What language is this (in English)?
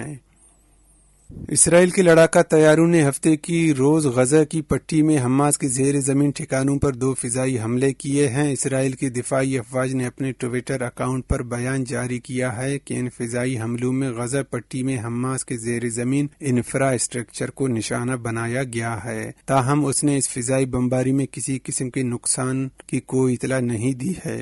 Urdu